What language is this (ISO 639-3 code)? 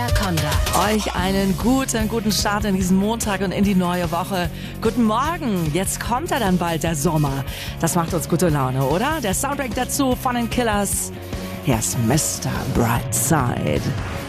deu